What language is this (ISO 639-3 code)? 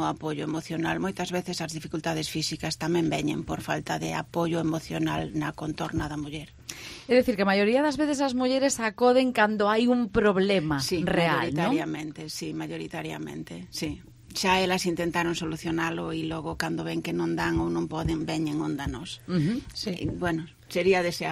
glg